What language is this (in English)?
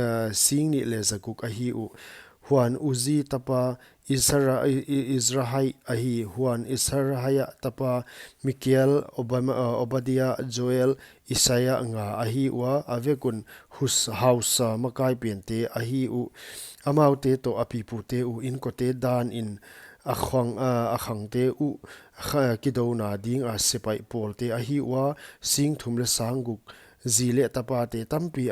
Paite Chin